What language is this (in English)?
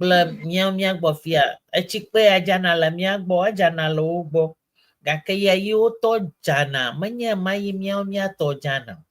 Ewe